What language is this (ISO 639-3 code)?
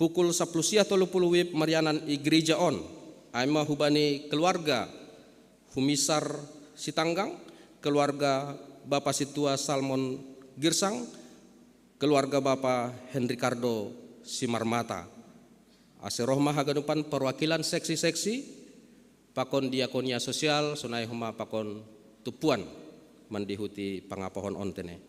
bts